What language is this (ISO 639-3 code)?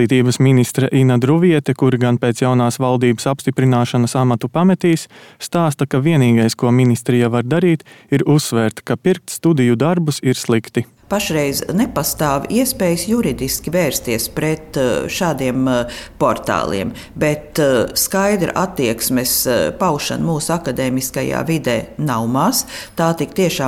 lav